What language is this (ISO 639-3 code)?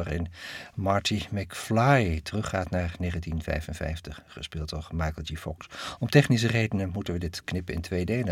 nld